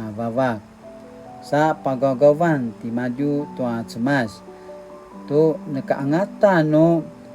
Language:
Paiwan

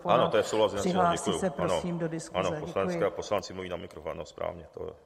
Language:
Czech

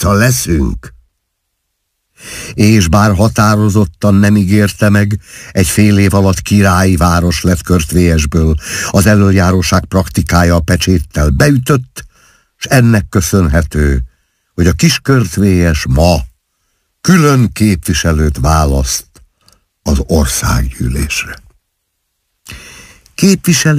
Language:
Hungarian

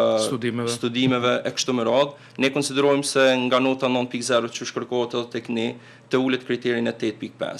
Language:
Albanian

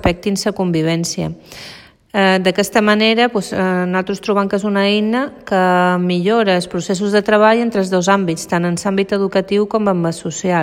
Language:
Catalan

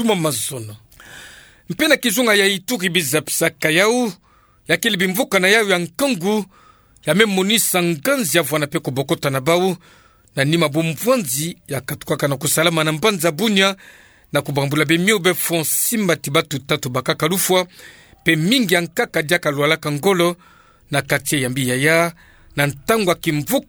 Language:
Kituba (Democratic Republic of Congo)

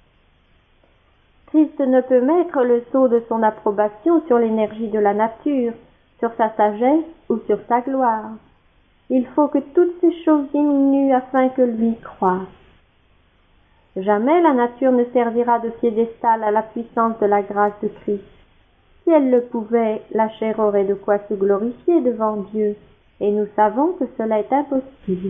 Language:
French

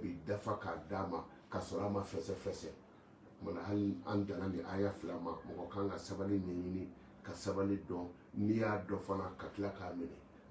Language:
Bambara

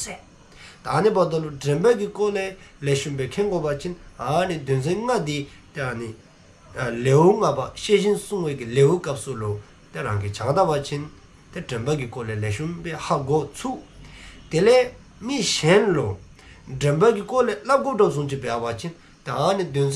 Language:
Dzongkha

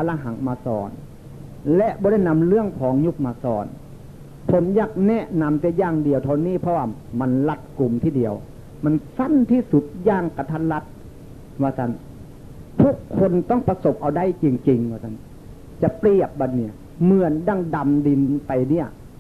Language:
Northeastern Thai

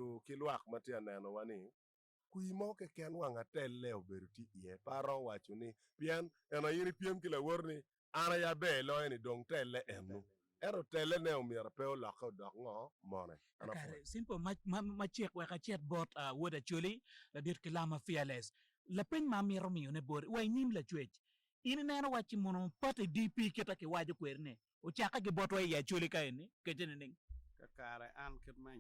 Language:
Acoli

